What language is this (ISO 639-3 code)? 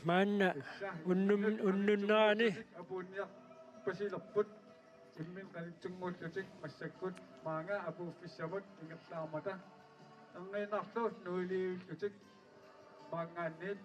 kal